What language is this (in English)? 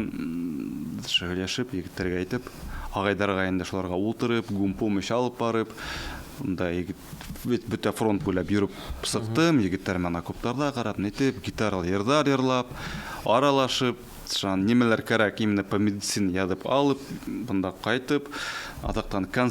Bashkir